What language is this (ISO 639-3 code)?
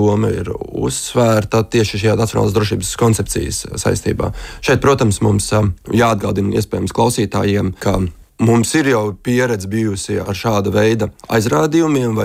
lav